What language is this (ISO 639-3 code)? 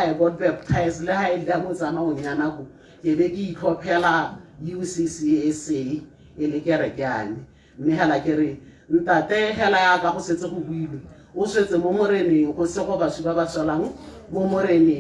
tsn